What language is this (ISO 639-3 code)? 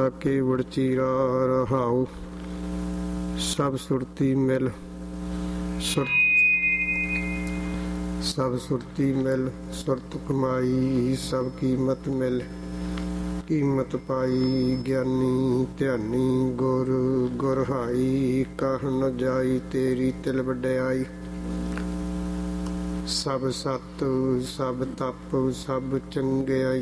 pan